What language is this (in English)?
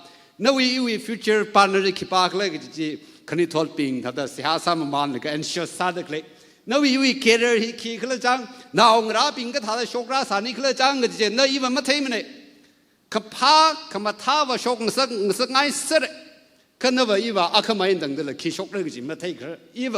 Tangkhul Naga (India)